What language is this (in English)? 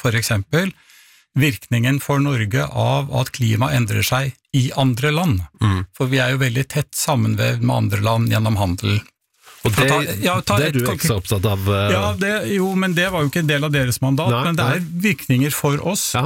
Norwegian